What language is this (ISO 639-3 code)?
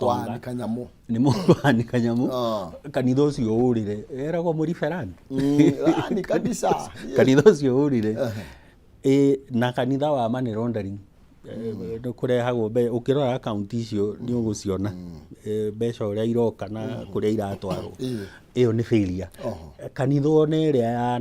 kik